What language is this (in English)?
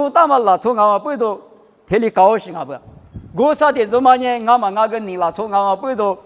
Lisu